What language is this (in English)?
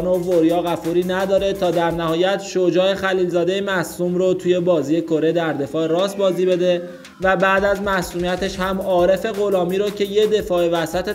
Persian